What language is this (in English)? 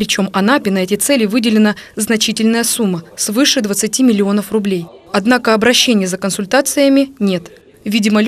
Russian